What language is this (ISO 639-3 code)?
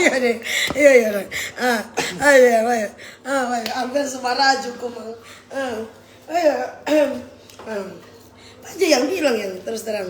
xmm